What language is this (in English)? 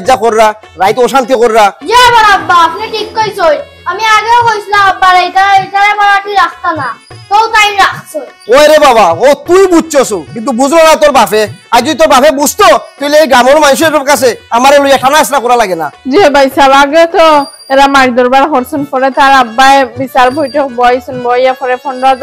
Sylheti